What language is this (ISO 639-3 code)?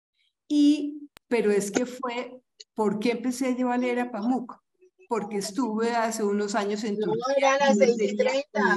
spa